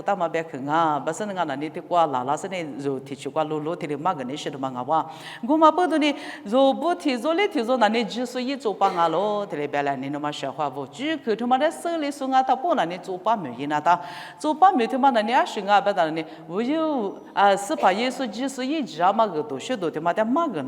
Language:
Lisu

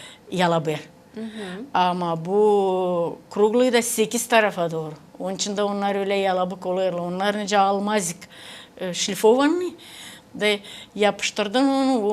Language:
Gagauz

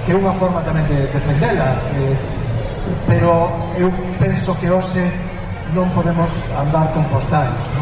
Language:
Galician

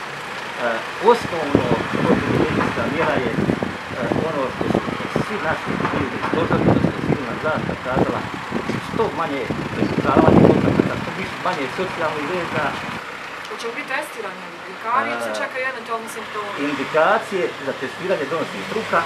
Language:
Croatian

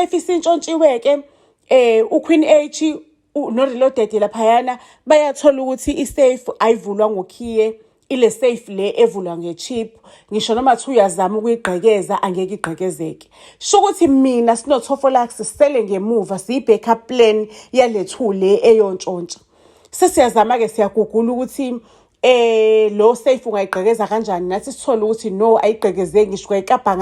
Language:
Zulu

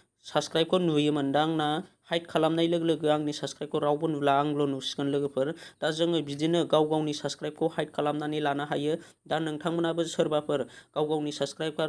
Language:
Bodo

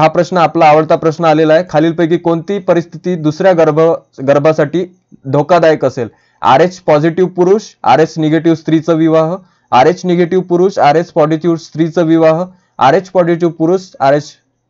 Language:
Marathi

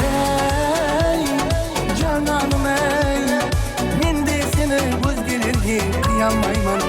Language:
Kara-Kalpak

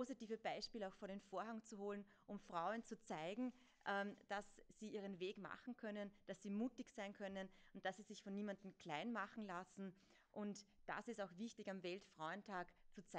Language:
German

